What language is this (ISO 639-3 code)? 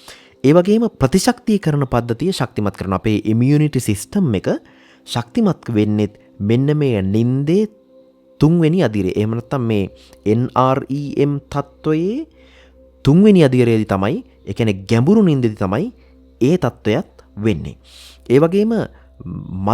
sin